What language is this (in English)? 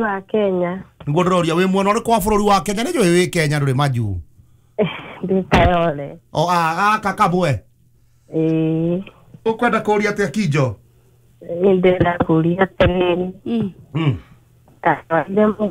Kikuyu